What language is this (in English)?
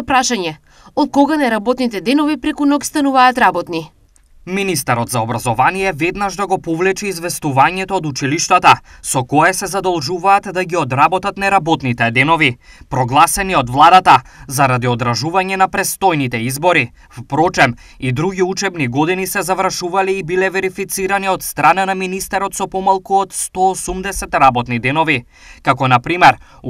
Macedonian